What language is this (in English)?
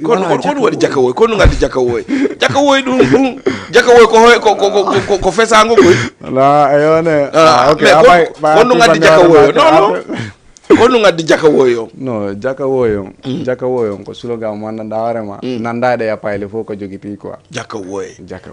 Fula